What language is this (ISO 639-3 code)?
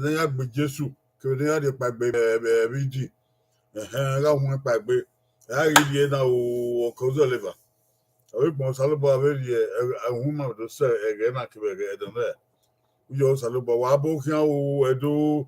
bin